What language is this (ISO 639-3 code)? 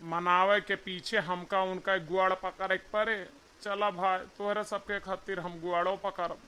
awa